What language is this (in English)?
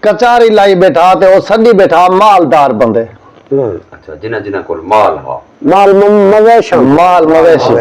Saraiki